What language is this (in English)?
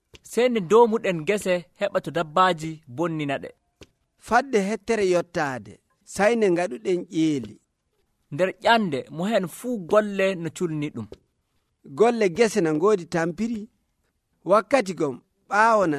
Nigerian Fulfulde